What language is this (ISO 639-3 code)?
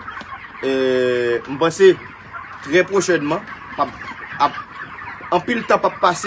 hat